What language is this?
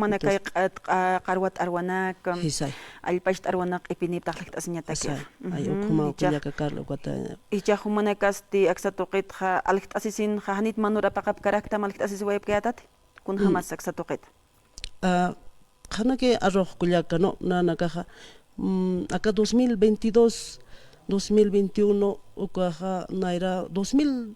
Aymara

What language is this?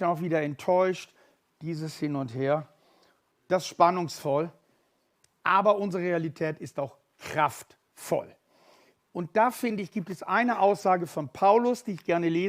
Swiss German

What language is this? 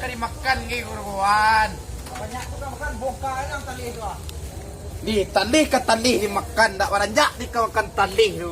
Minangkabau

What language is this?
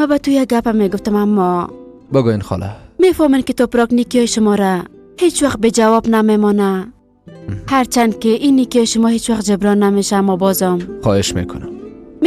Persian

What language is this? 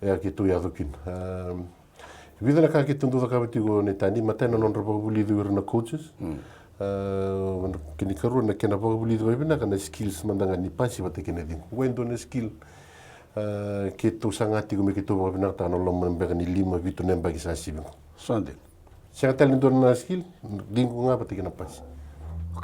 Fijian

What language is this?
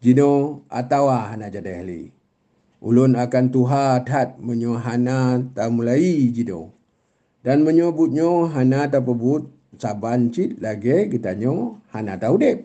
Achinese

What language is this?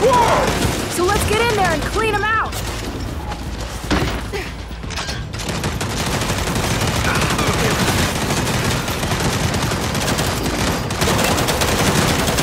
English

